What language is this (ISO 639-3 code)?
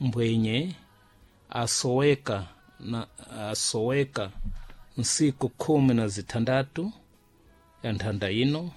seh